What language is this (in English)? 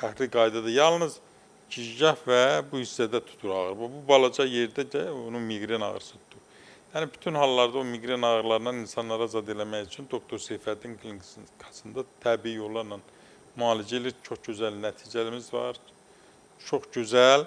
Azerbaijani